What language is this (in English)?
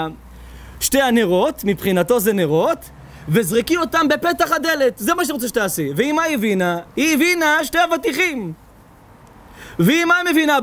Hebrew